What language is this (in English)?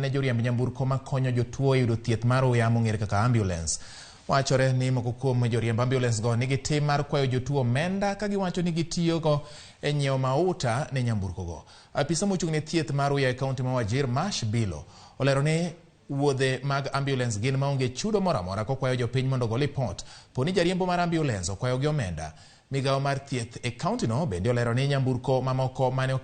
Luo (Kenya and Tanzania)